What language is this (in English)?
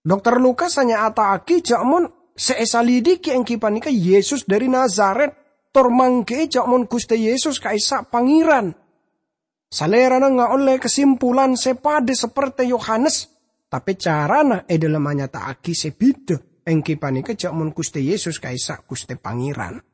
Madurese